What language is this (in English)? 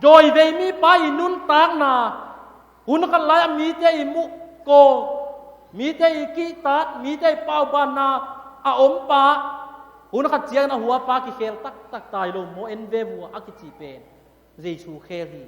Tedim Chin